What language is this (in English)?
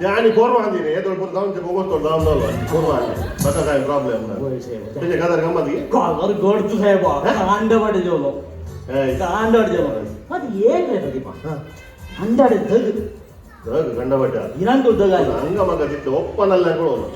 Konkani